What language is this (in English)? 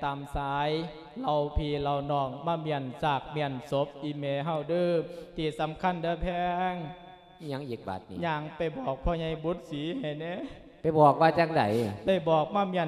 Lao